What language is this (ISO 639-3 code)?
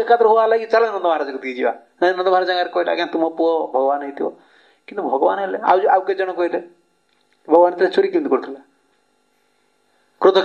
ori